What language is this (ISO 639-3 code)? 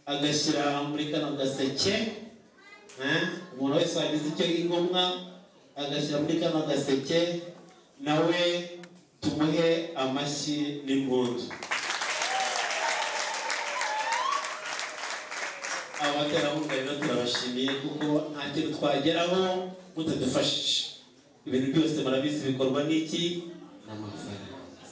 kin